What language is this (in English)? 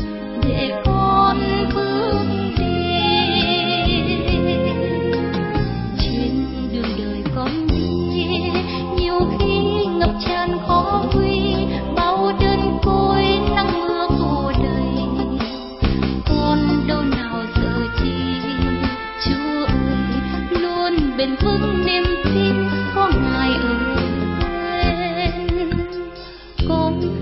Vietnamese